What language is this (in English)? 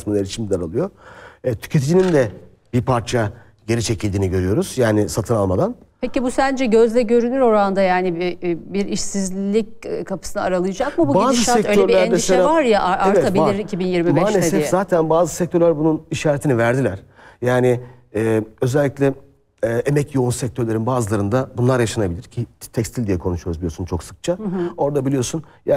Turkish